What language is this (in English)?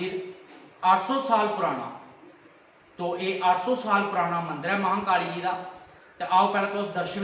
Dogri